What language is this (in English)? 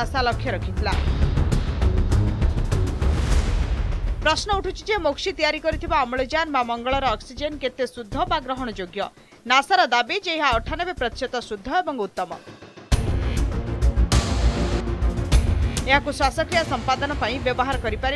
Odia